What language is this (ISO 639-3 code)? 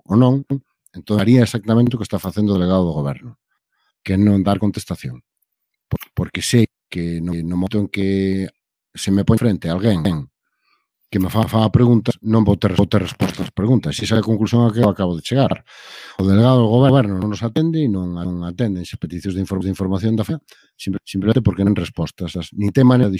glg